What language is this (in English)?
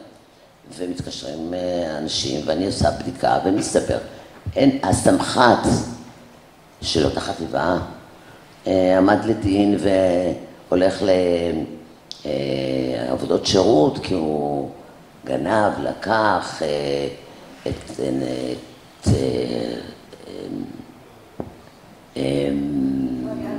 Hebrew